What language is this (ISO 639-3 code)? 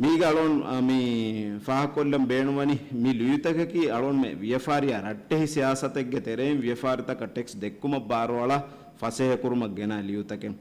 div